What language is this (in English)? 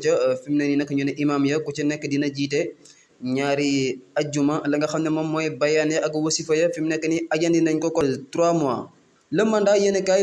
Wolof